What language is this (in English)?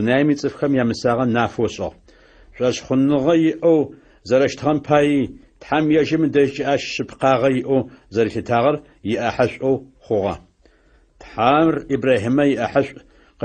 Adyghe